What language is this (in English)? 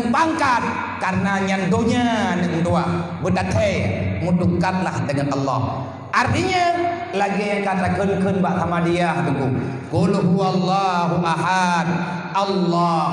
Achinese